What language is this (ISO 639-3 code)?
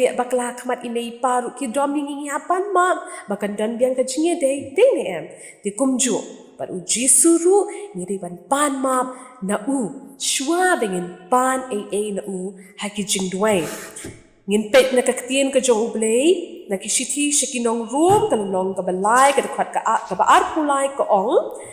kha